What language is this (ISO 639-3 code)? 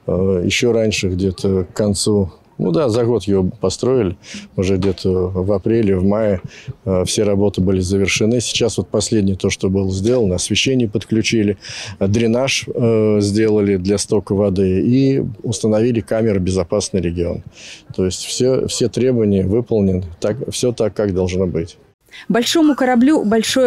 rus